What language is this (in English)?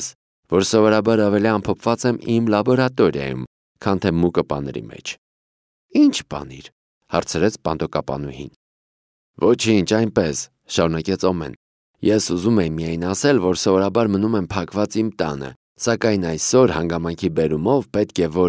Armenian